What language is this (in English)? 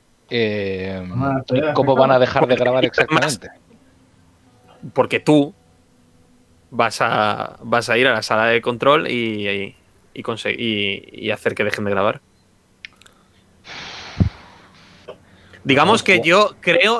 Spanish